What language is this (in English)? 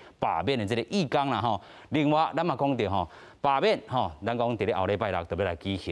Min Nan Chinese